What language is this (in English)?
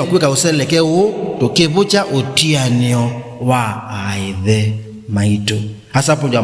Kamba